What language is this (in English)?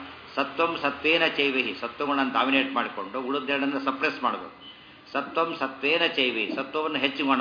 Kannada